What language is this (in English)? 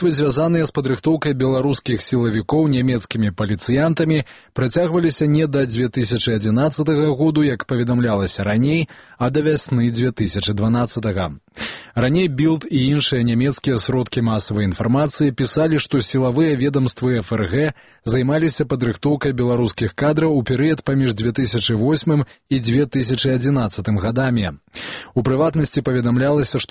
Belarusian